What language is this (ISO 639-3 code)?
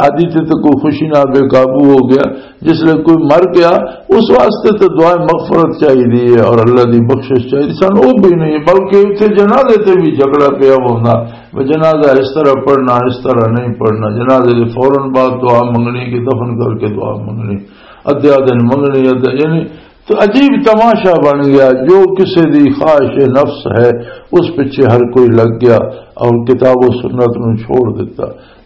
lah